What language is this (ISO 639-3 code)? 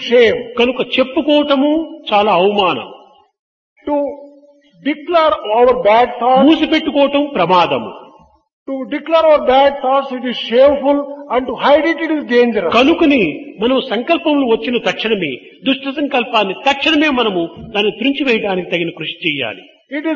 tel